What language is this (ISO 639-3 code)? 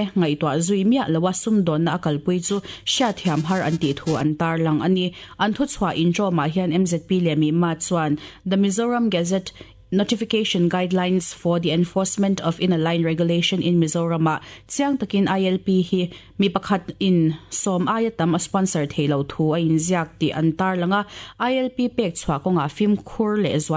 lus